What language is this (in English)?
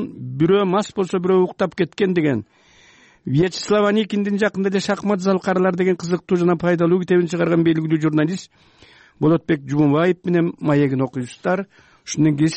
Kyrgyz